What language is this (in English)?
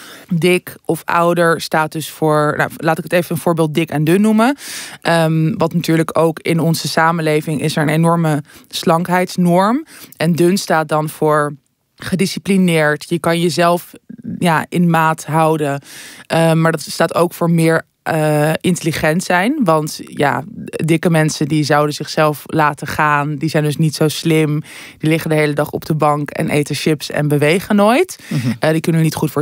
Dutch